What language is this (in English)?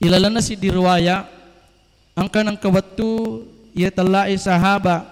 Buginese